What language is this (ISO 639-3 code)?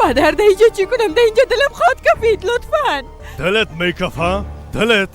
fas